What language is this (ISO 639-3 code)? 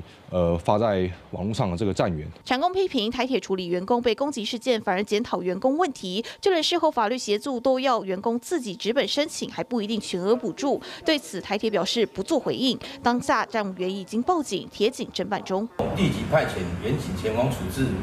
zho